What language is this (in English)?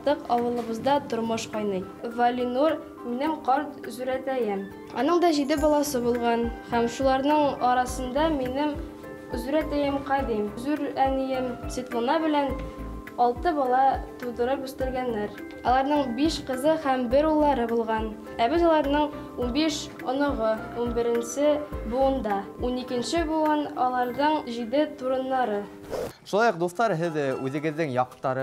Bashkir